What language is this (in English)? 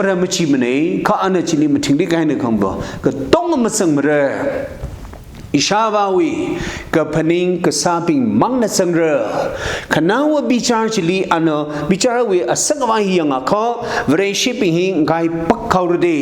Tangkhul Naga (India)